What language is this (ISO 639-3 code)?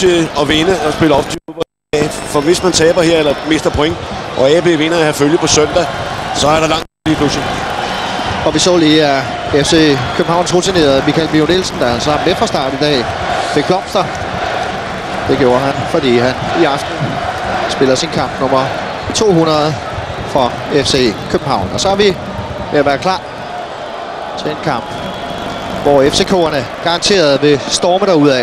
dan